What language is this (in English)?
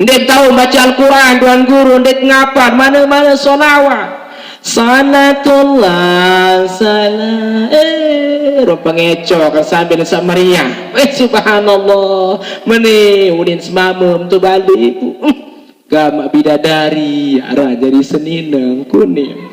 Sasak